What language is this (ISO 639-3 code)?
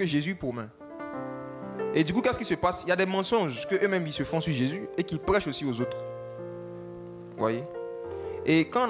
fra